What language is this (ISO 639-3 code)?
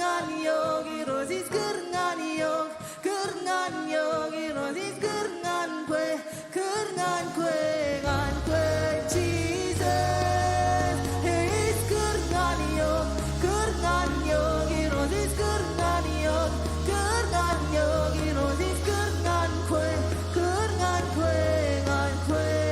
mah